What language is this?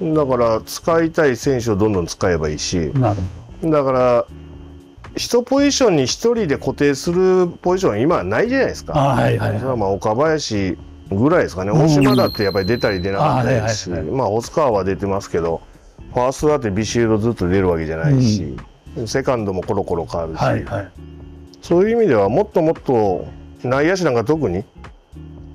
Japanese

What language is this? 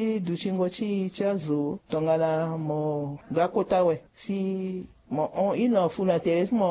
Sango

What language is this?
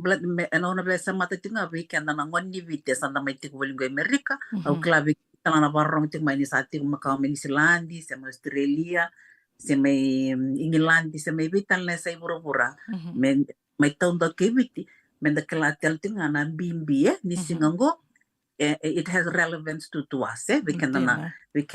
Fijian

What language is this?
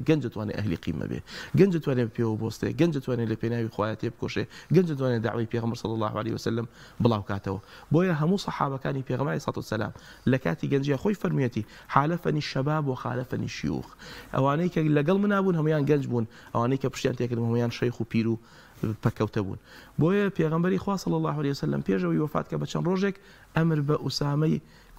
Central Kurdish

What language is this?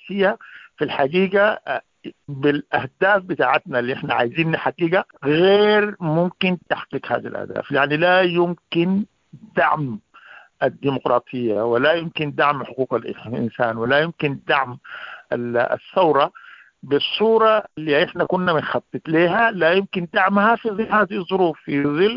Sudanese Arabic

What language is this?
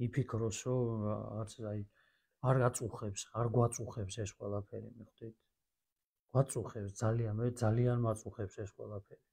Georgian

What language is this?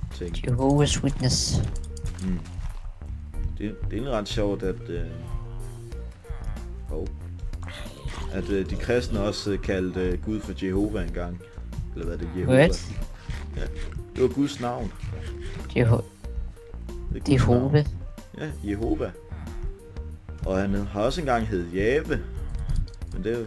Danish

